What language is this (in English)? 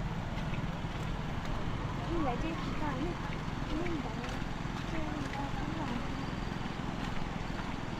Lao